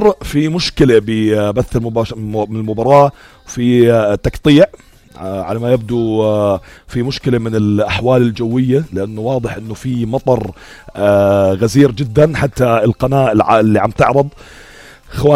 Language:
North Levantine Arabic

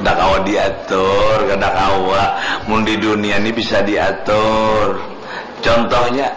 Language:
Banjar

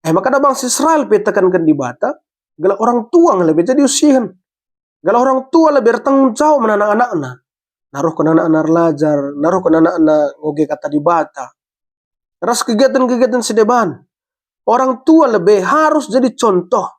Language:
Batak Karo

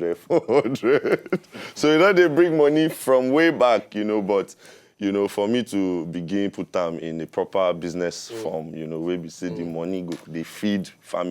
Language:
Nigerian Pidgin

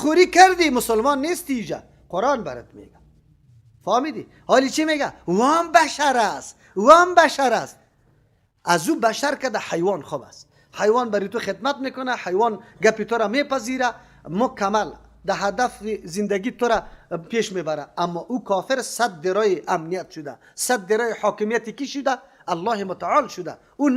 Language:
Persian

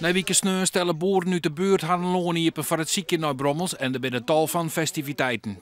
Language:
Western Frisian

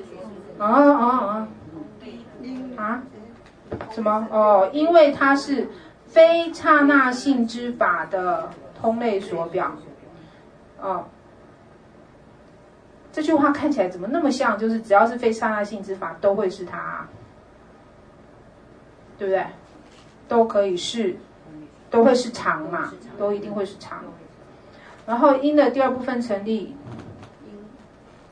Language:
Chinese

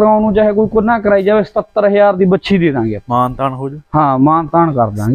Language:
Punjabi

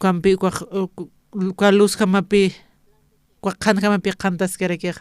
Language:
Aymara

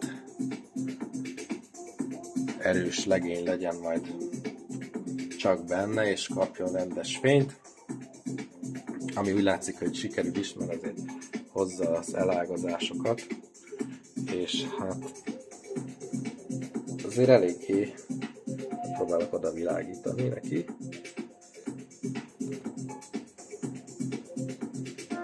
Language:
Hungarian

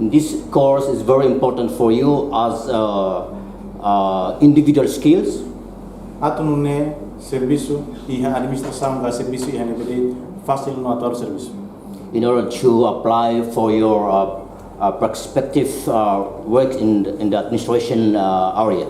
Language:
Tetum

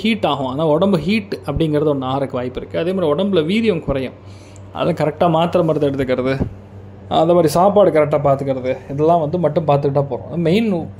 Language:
Tamil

